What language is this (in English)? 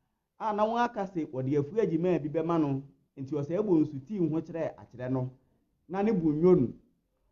Akan